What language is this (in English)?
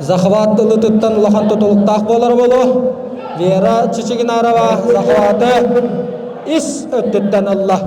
Yakut